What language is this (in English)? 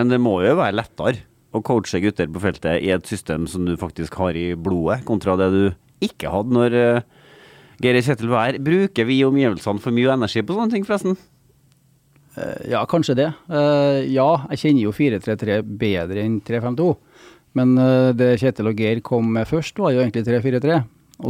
Norwegian